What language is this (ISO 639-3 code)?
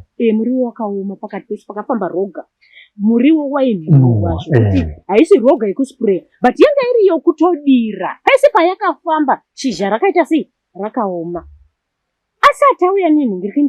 sna